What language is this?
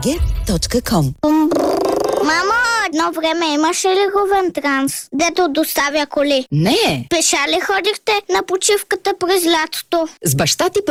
Bulgarian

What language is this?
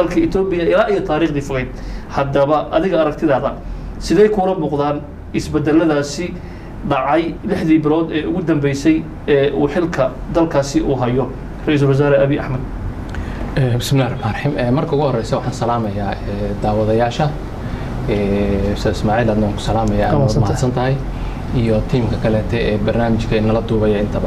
Somali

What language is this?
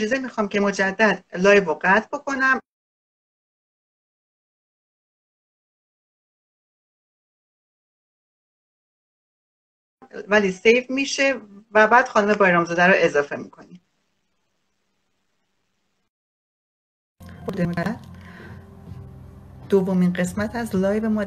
Persian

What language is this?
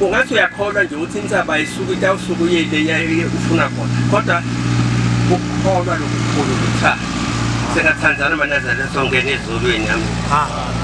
Zulu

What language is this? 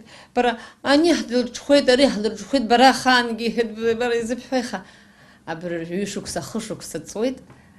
Abkhazian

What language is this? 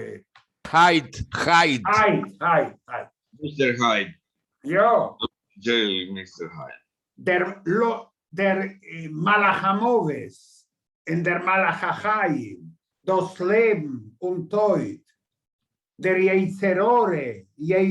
Yiddish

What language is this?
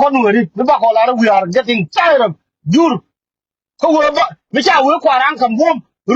Nuer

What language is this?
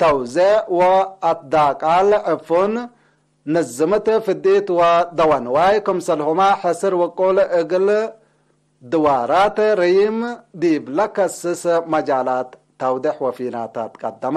Tigre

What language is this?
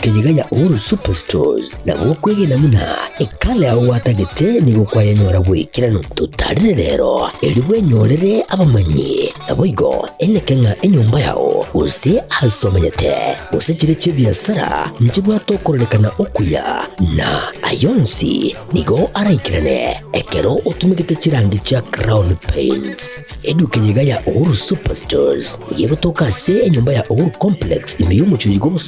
Gusii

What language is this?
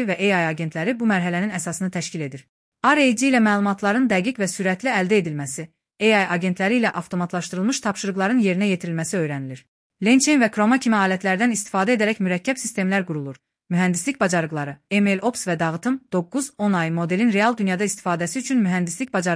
Azerbaijani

